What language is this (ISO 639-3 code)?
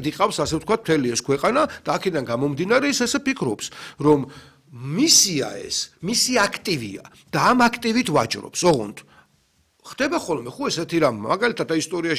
kat